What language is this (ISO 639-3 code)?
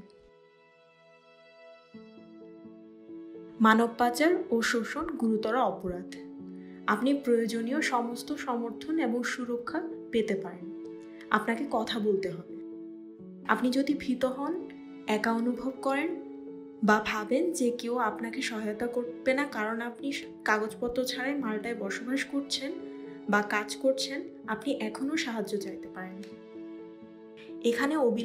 ben